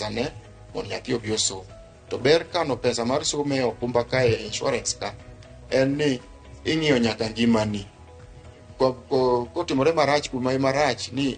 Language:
Luo (Kenya and Tanzania)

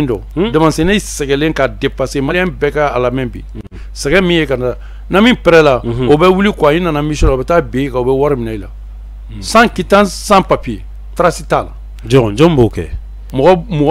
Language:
Bambara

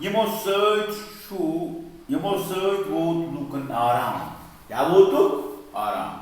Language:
Kashmiri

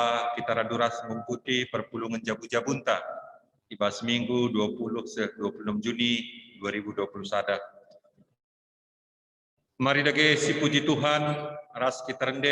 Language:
Batak Karo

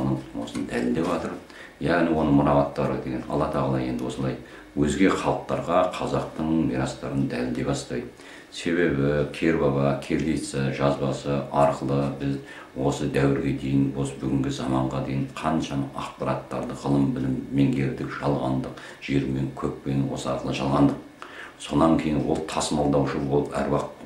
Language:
Kazakh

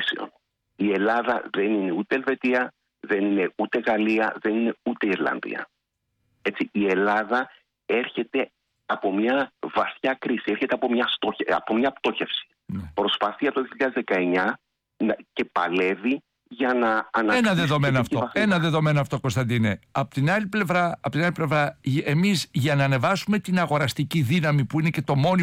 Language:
Greek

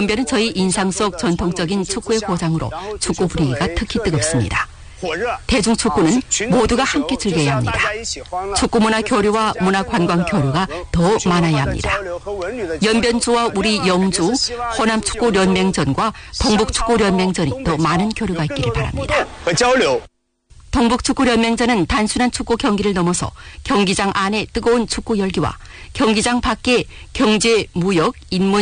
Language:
Korean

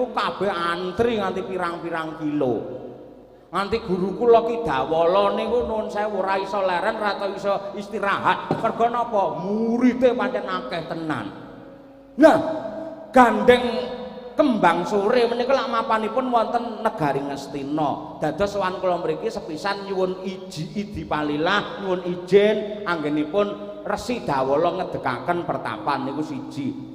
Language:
Javanese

